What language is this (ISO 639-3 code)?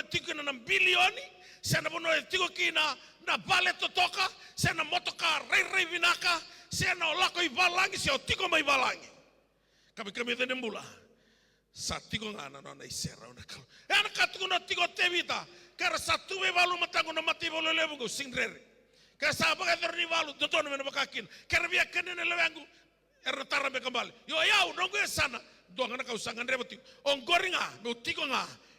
fij